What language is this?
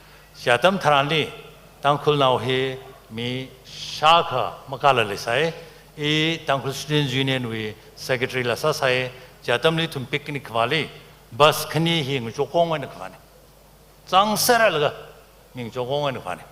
Tangkhul Naga (India)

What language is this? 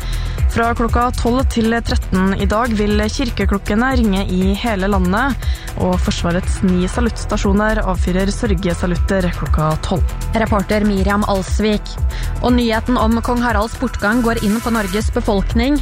Norwegian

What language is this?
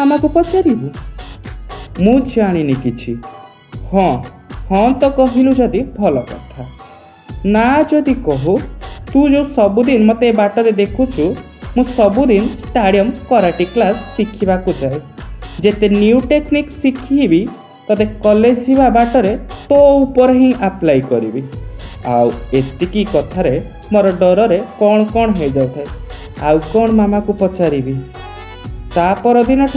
Odia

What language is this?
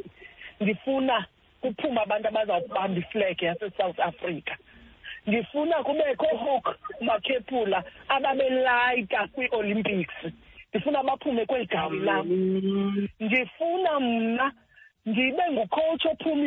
Xhosa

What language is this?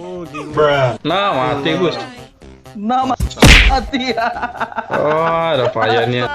Musi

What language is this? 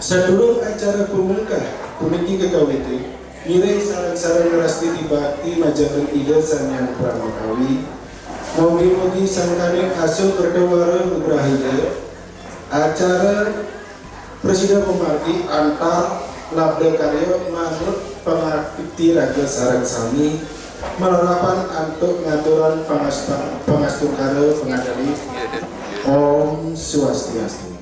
Balinese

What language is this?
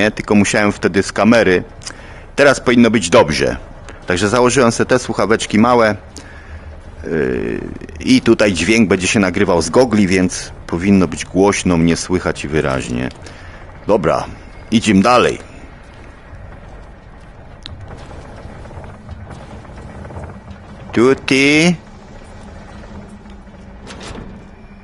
Polish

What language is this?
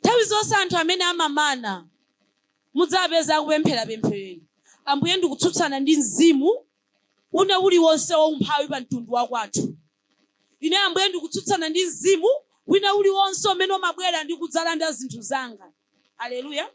Nyanja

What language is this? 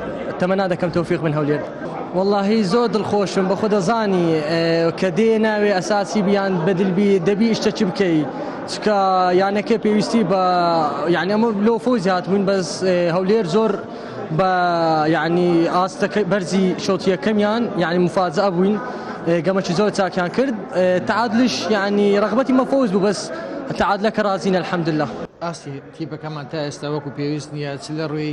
Central Kurdish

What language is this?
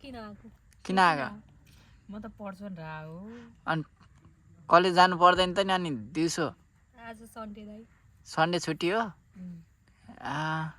Nepali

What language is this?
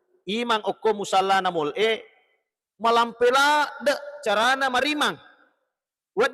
Buginese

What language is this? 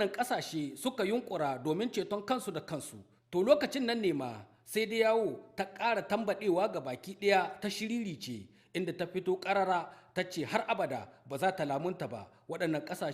Hausa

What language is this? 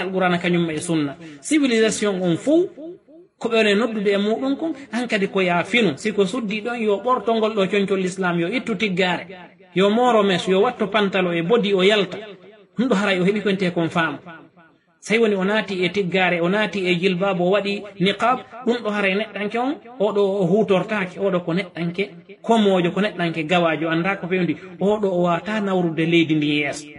Fula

